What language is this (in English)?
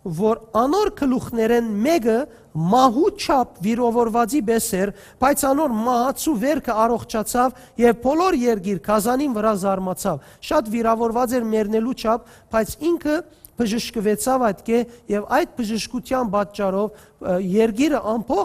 Western Armenian